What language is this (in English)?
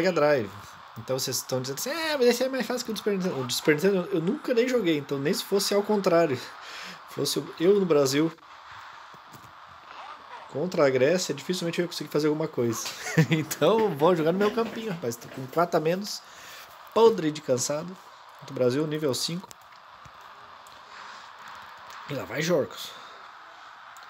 Portuguese